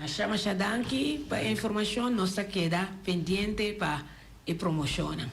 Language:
Papiamento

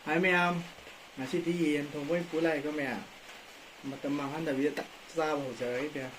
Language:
Manipuri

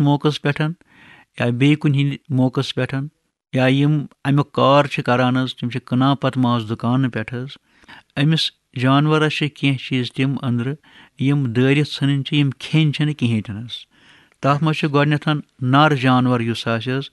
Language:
Kashmiri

